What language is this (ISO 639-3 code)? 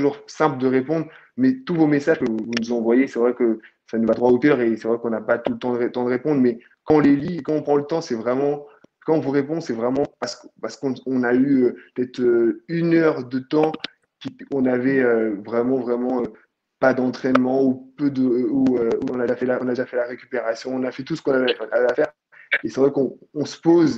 fra